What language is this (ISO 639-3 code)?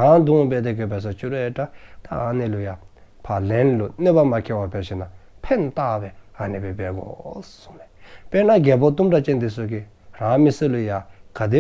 dzo